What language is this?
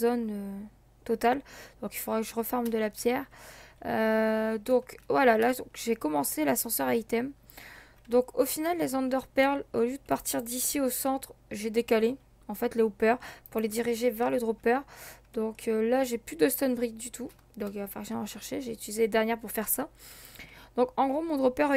French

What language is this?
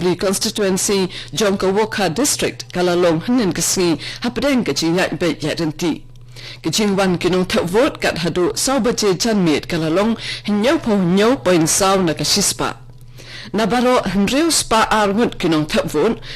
Khasi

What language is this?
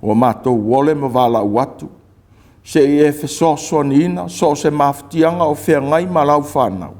Samoan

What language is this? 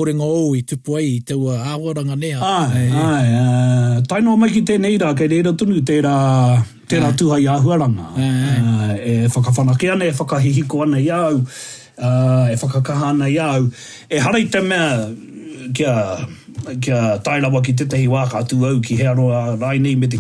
Māori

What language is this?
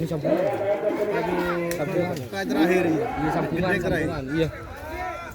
Madurese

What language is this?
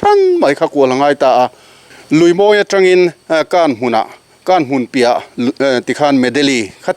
Mizo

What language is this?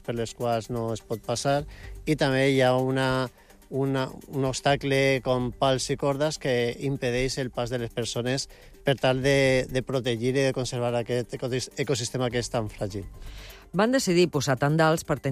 Catalan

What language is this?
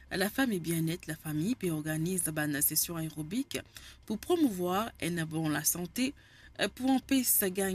Morisyen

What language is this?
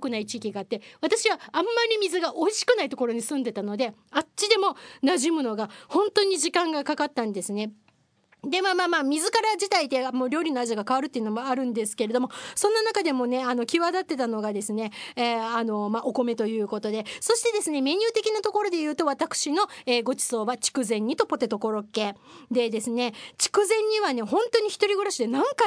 Japanese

